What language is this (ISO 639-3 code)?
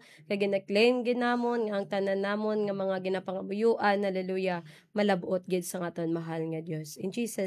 hil